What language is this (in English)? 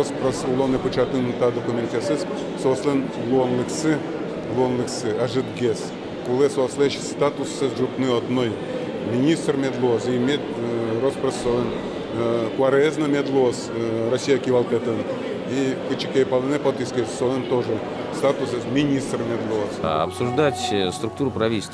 Udmurt